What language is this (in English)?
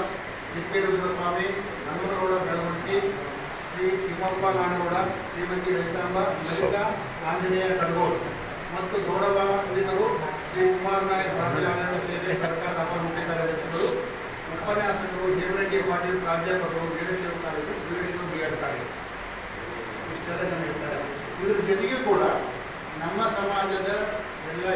Kannada